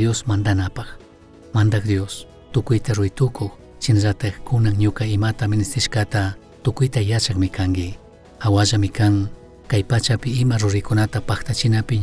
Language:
Chimborazo Highland Quichua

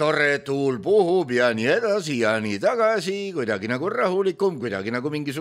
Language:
Estonian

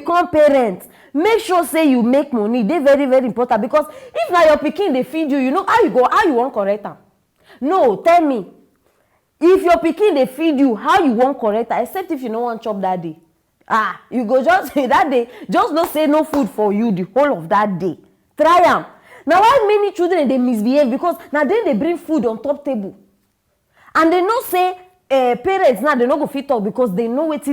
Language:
Nigerian Pidgin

